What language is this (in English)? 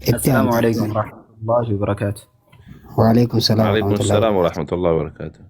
Oromo